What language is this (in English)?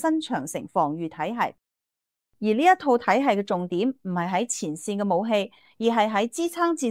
Cantonese